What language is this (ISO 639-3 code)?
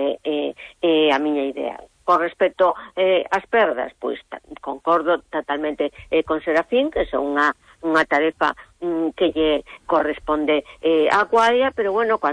glg